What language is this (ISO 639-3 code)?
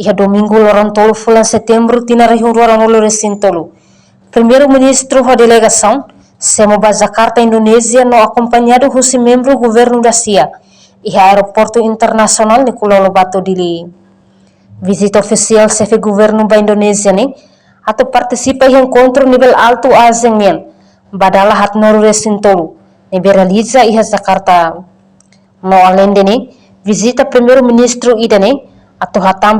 tet